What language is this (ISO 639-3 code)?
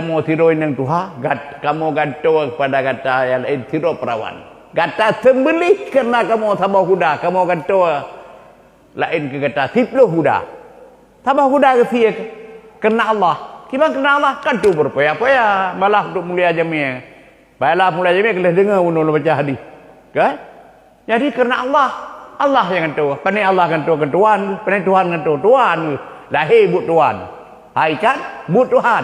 ace